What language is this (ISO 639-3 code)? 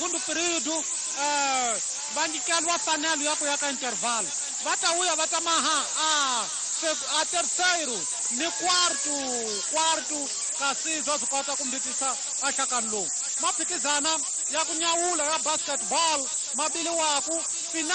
tso